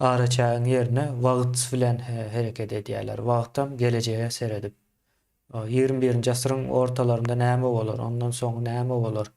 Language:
Turkmen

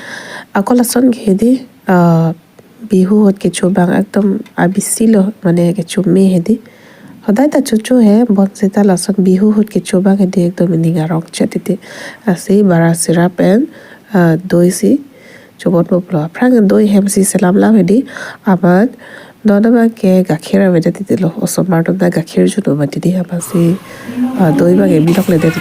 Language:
Karbi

